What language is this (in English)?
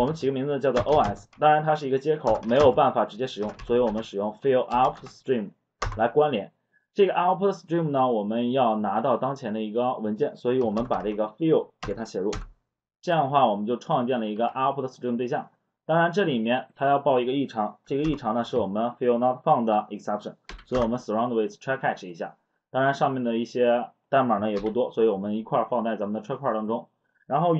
Chinese